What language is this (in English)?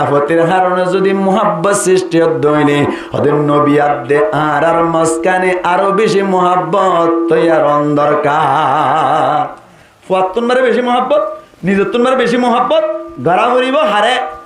Rohingya